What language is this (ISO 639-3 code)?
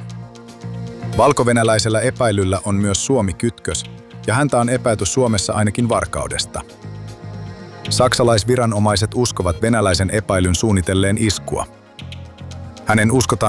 fin